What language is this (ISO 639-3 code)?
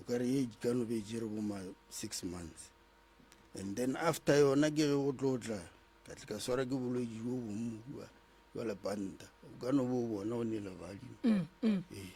nso